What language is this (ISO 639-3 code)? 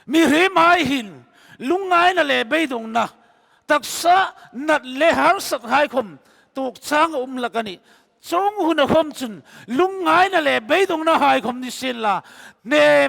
hmr